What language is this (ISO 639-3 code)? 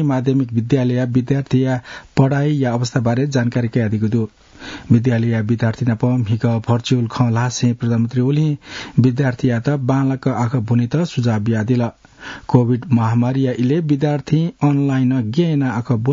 new